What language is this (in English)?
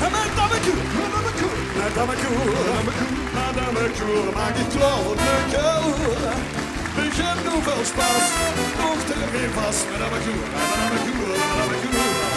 Limburgish